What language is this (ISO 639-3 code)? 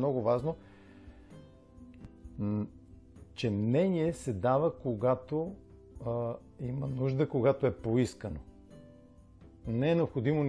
bul